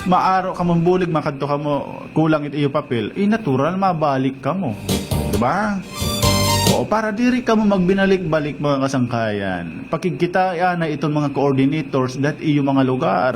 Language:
Waray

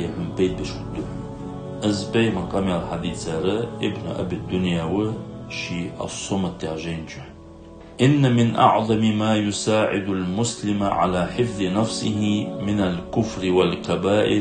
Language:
Ingush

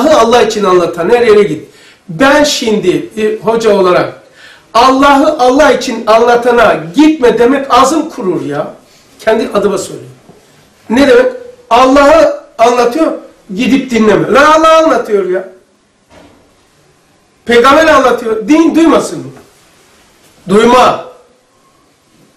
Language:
Turkish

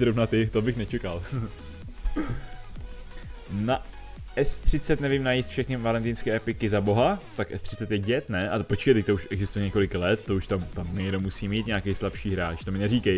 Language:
Czech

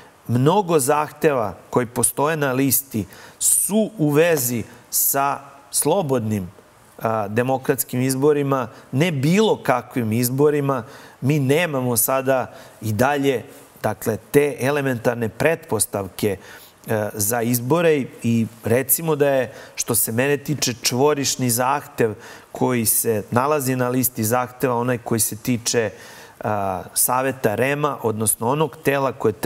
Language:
Serbian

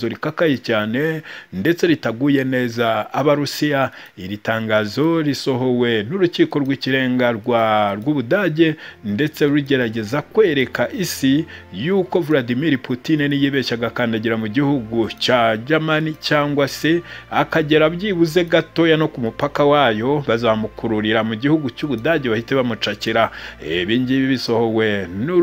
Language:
Kinyarwanda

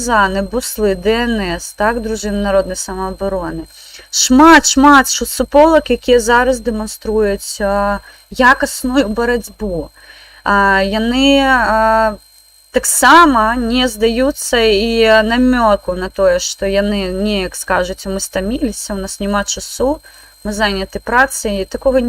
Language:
Belarusian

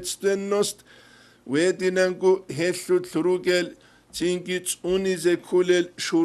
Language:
Avaric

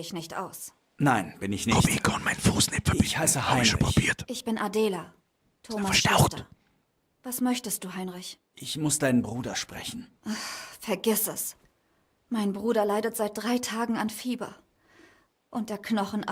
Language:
Bavarian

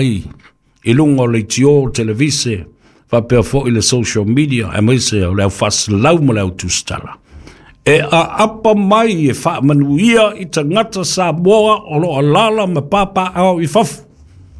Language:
Samoan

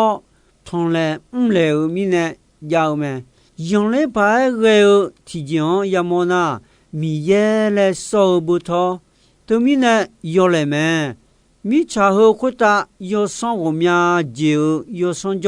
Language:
Akha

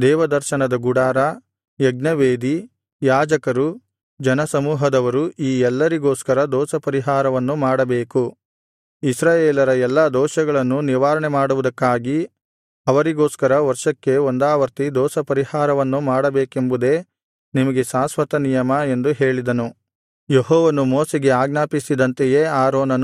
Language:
Kannada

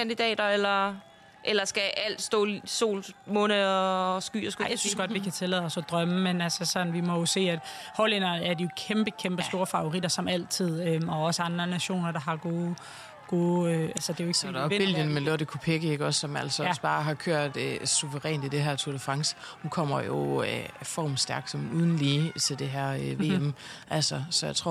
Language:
Danish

